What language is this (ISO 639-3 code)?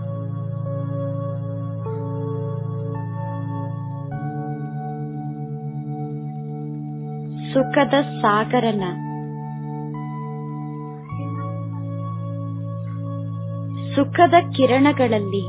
kan